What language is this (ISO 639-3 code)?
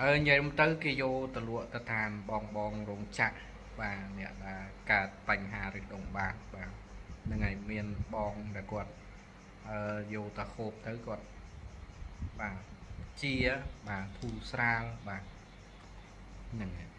khm